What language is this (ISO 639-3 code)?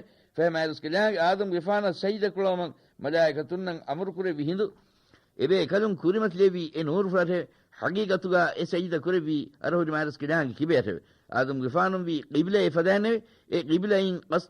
div